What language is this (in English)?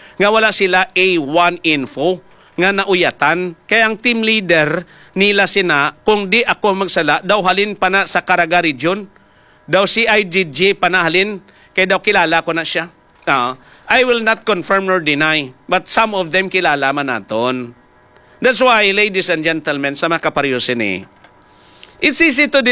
Hiligaynon